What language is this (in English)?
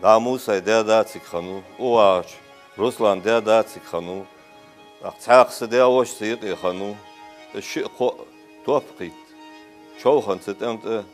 Ingush